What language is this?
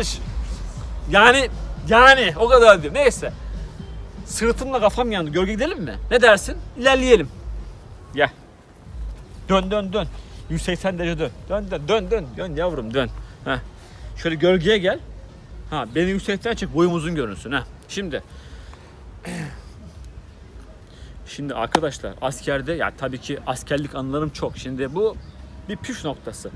Turkish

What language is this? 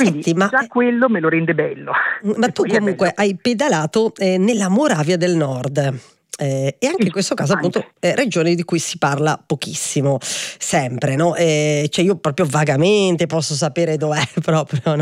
Italian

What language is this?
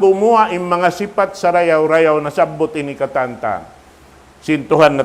Tausug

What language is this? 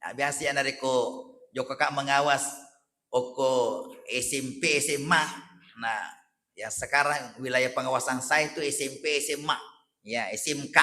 Buginese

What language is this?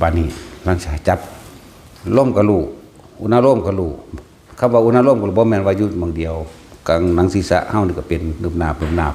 Lao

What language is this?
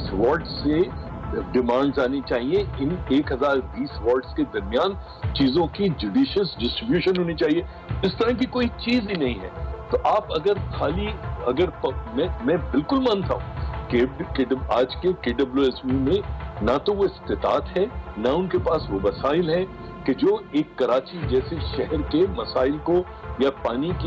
Urdu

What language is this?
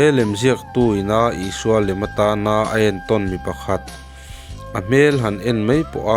Mizo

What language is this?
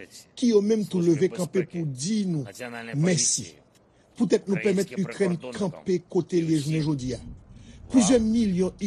Haitian Creole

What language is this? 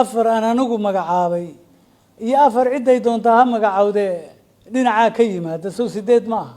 Somali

